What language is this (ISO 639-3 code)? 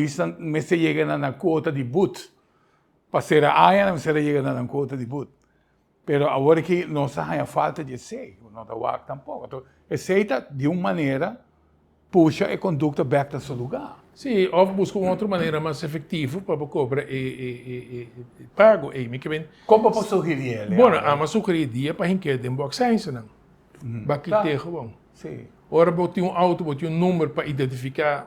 pap